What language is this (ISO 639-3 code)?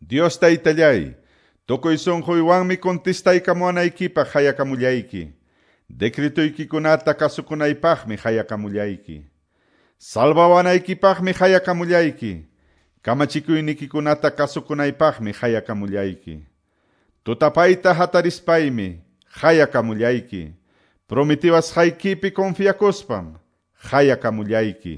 que